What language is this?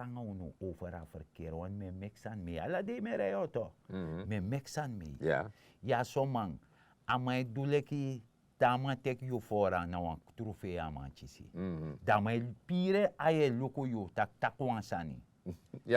Sranan Tongo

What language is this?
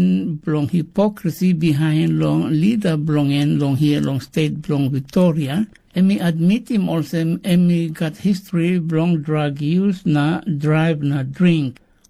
Tok Pisin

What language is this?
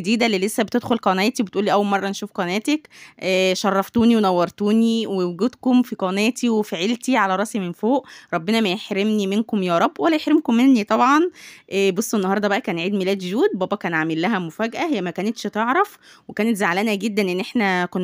Egyptian Arabic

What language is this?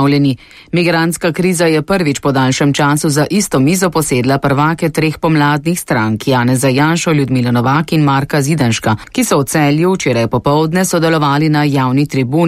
Slovenian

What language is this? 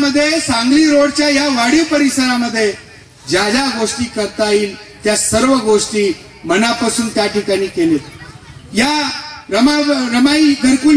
Marathi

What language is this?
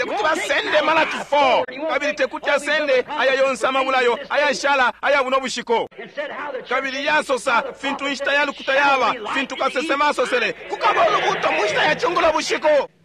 Bemba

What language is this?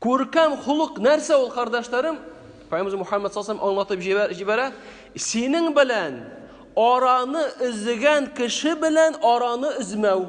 Tatar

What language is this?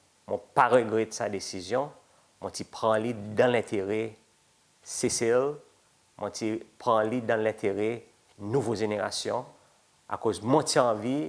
Seselwa Creole French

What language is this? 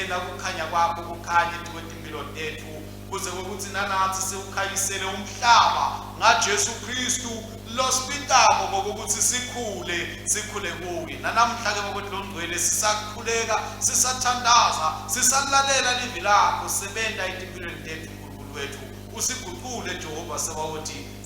Swati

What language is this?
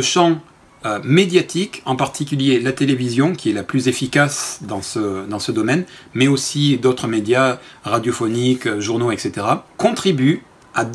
French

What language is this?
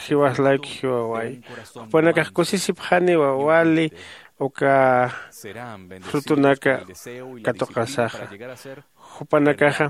Aymara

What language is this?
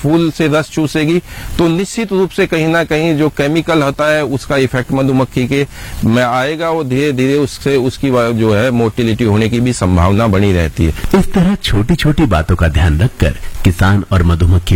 Hindi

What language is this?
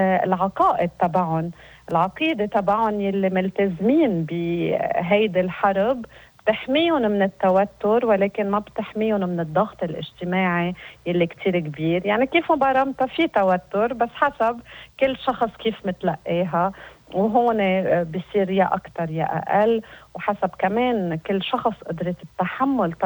North Levantine Arabic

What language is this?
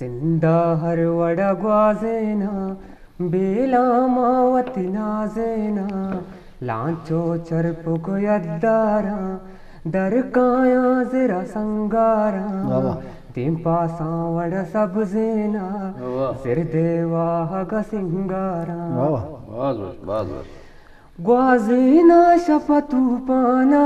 Eastern Balochi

